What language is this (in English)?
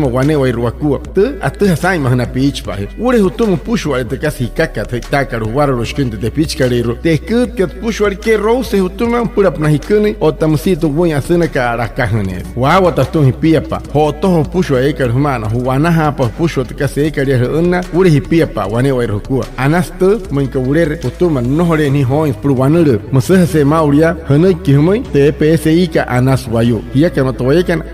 Wayuu